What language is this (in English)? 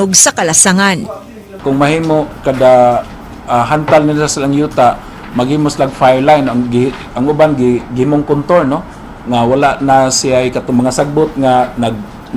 Cebuano